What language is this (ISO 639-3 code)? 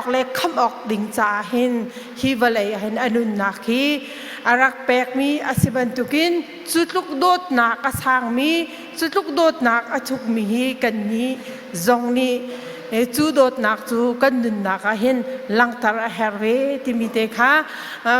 cnh